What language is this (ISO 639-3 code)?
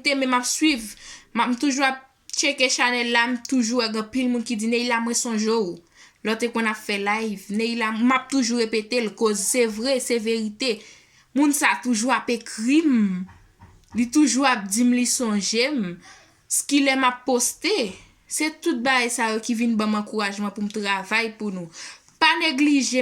hat